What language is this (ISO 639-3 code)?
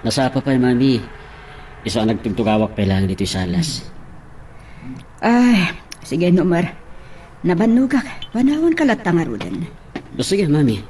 ilo